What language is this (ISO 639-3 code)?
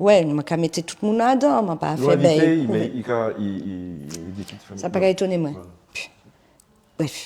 gcf